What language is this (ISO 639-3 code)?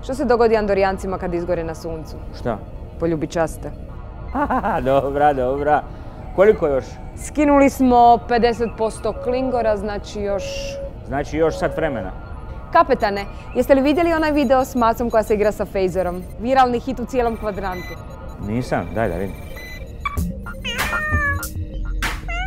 hrv